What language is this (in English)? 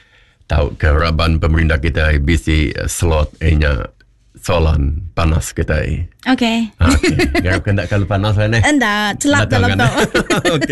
Iban